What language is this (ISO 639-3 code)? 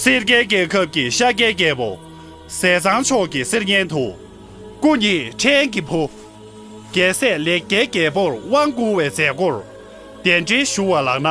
bod